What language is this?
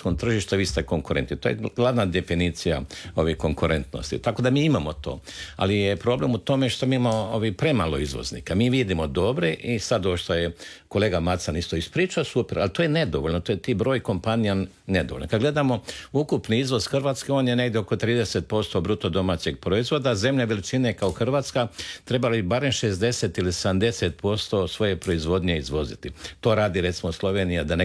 Croatian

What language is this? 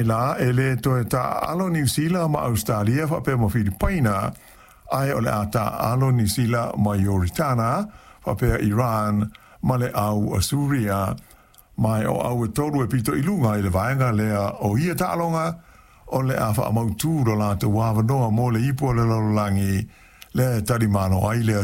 Samoan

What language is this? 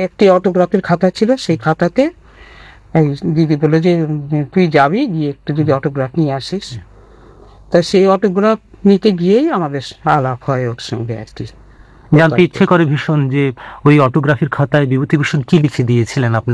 Bangla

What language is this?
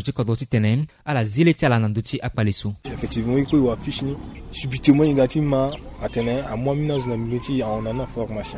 Sango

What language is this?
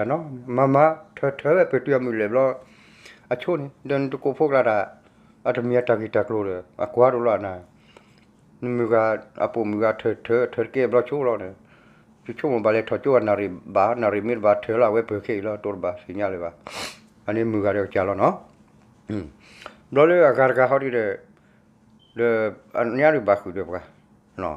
S'gaw Karen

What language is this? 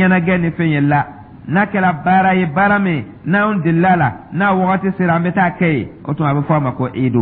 Dyula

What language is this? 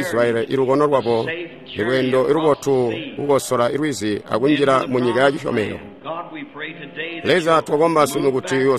Tonga (Zambia)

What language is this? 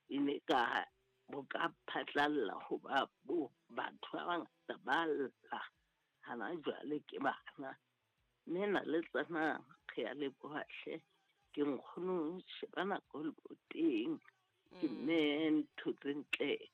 Southern Sotho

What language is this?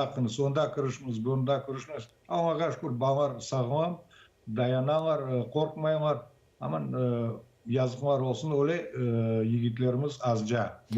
Crimean Tatar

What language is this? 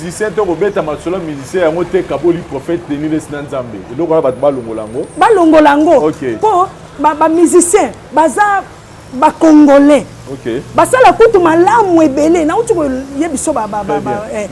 Lingala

